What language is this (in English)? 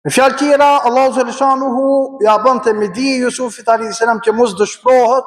Albanian